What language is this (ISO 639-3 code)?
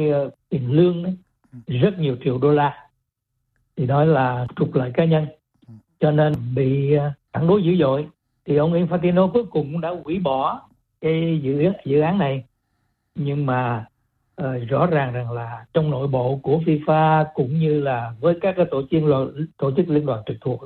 vie